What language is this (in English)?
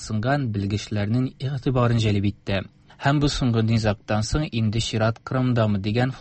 Tatar